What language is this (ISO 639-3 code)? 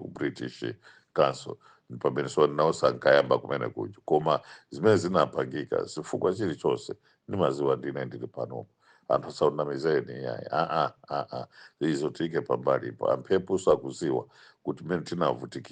nya